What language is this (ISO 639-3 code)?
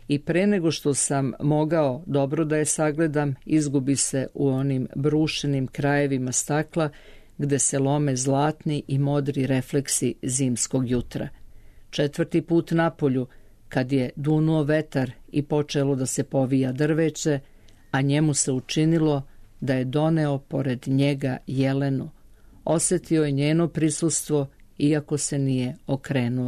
srp